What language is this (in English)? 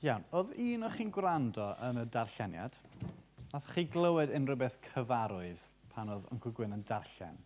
Welsh